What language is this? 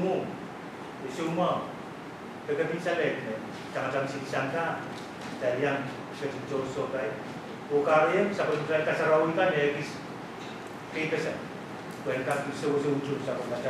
Pohnpeian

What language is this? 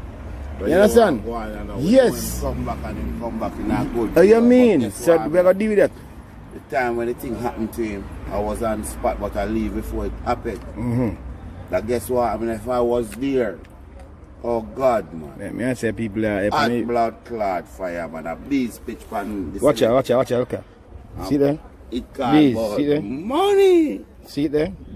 Jamaican Creole English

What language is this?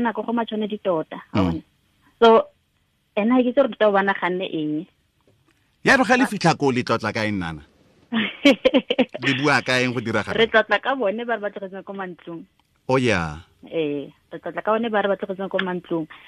Tswana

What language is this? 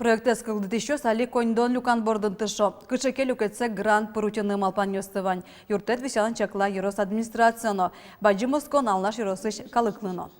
Udmurt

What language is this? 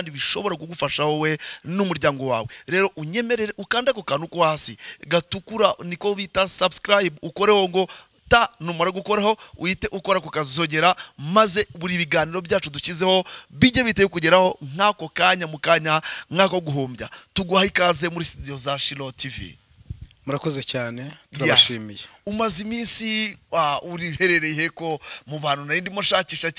Kinyarwanda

